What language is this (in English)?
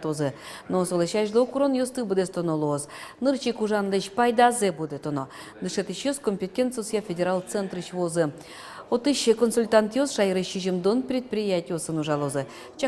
Udmurt